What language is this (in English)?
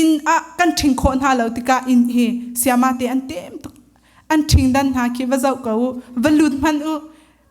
Hakha Chin